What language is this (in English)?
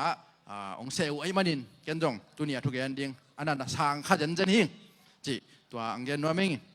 Tedim Chin